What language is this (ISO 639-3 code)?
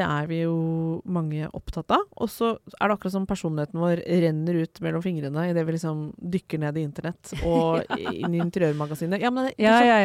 nor